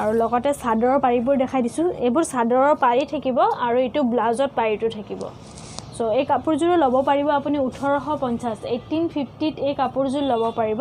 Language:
Assamese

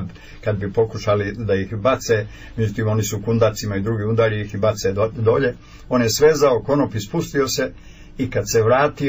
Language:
Serbian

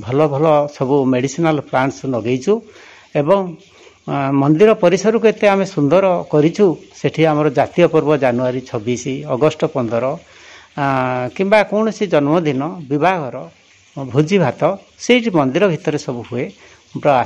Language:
Odia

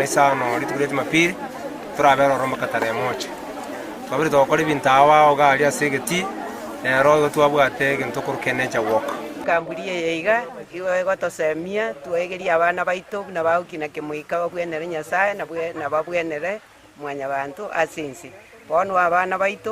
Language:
Gusii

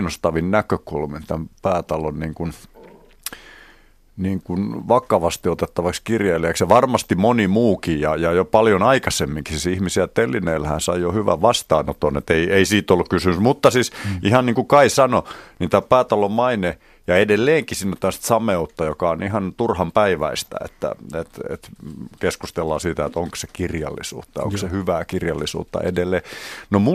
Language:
Finnish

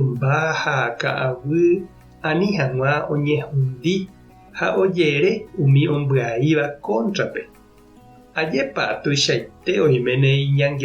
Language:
Guarani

